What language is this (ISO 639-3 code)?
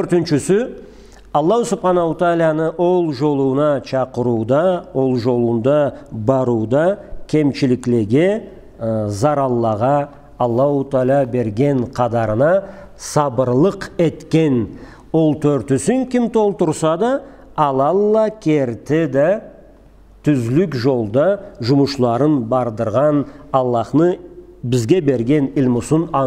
krc